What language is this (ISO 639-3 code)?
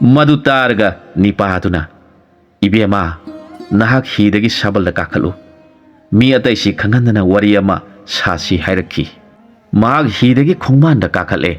mni